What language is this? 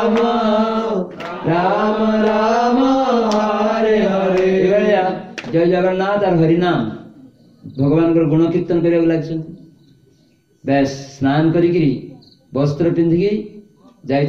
Odia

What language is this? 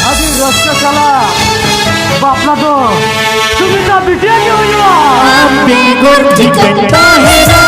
Santali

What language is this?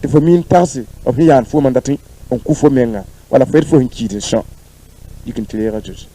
Mossi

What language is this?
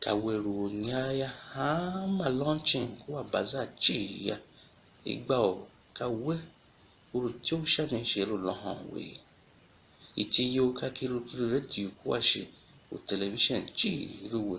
Tiv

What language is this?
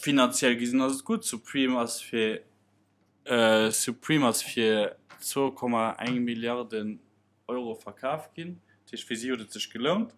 Luxembourgish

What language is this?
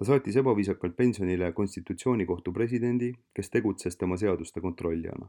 Estonian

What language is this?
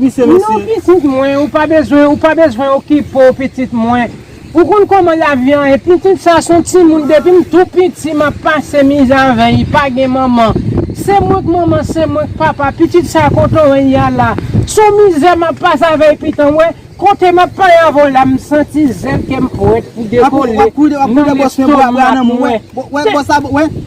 Haitian Creole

